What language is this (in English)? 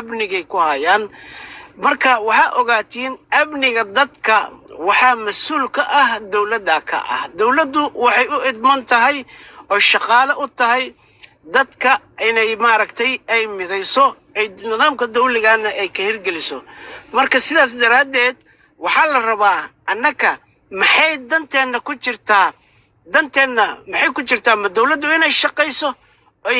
Somali